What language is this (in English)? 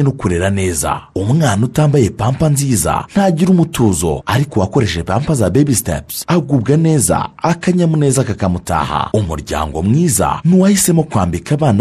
Kinyarwanda